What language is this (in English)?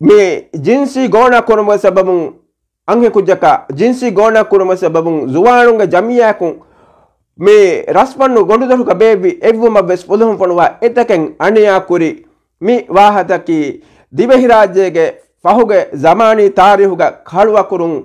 Divehi